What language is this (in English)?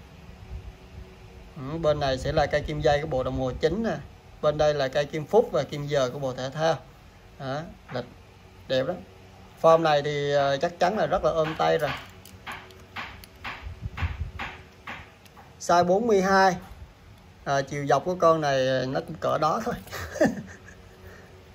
Vietnamese